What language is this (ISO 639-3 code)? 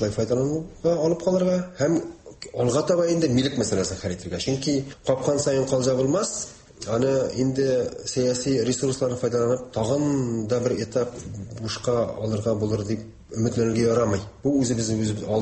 tat